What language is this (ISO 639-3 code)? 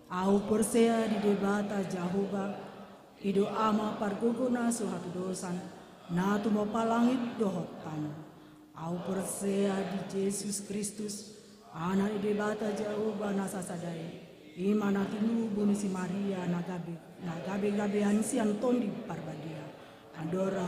bbc